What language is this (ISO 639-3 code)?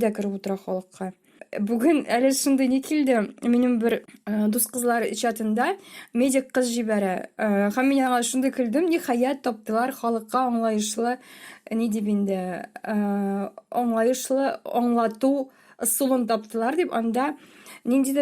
tat